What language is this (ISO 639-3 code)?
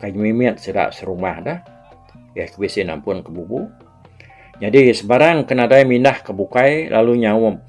iba